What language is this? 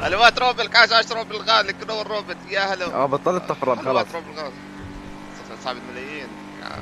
North Levantine Arabic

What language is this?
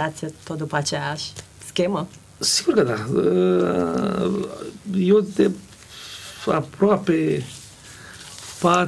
Romanian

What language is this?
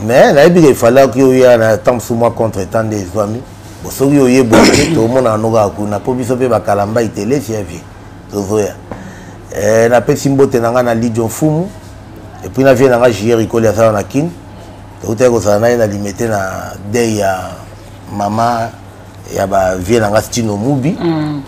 Lingala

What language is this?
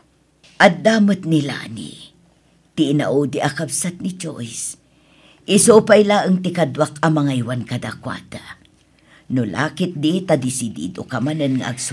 Iloko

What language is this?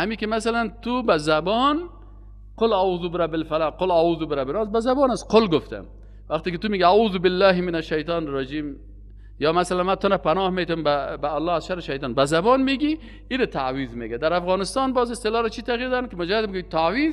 Persian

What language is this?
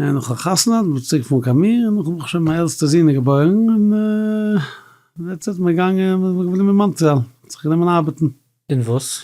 Yiddish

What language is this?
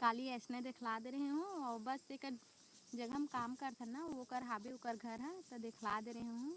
Chhattisgarhi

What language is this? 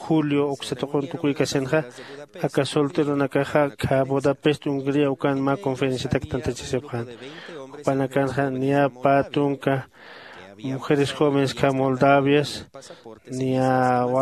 Aymara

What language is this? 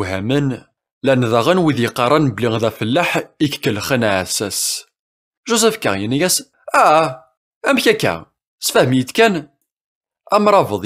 Kabyle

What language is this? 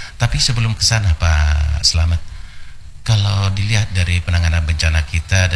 Indonesian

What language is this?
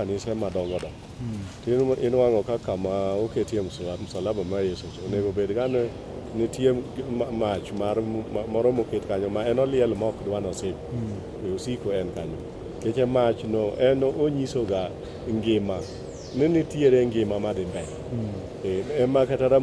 Luo (Kenya and Tanzania)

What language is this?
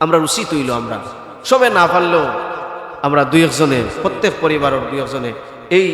Sylheti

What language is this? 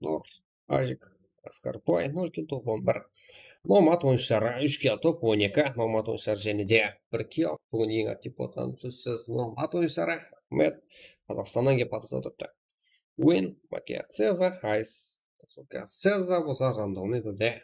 Kara-Kalpak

